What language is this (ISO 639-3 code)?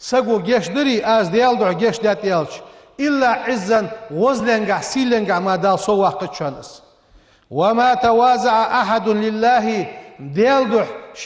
inh